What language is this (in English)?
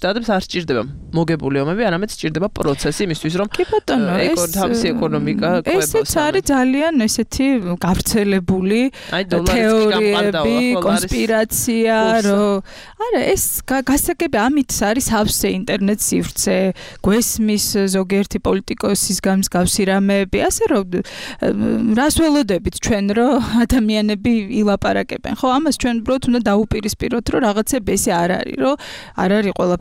Georgian